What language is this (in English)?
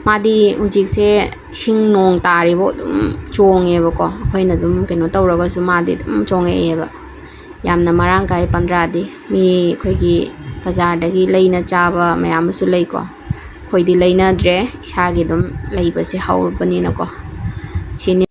Manipuri